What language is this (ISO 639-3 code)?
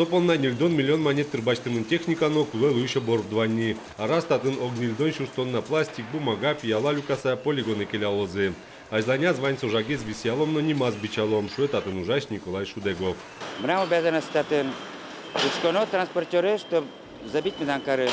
udm